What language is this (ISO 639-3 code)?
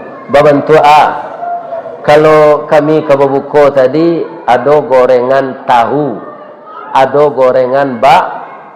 min